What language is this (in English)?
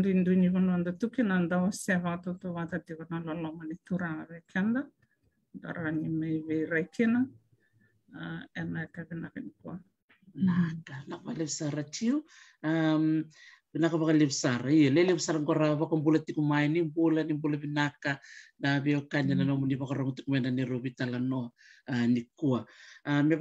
Fijian